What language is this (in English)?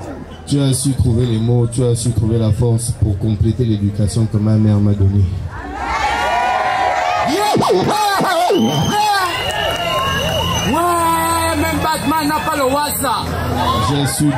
French